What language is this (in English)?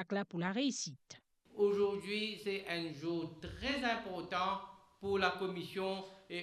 Morisyen